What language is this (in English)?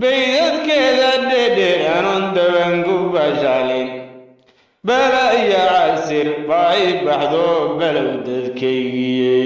Somali